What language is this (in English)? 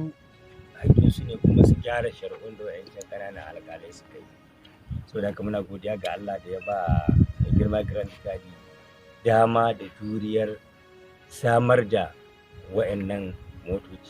Hausa